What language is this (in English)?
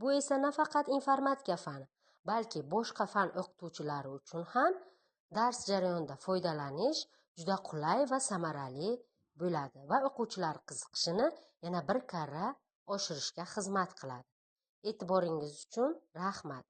Uzbek